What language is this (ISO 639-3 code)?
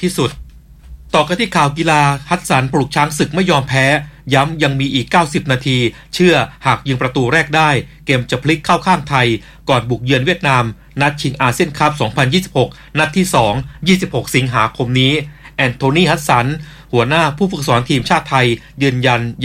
tha